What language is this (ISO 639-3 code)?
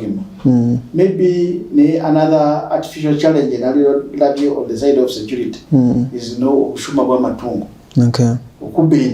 nyn